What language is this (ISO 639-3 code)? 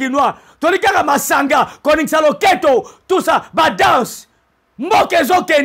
lin